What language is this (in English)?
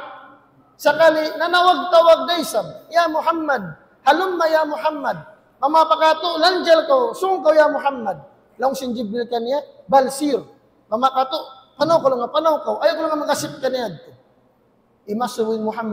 Tausug